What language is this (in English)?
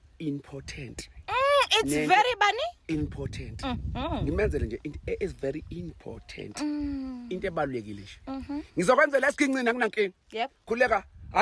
Zulu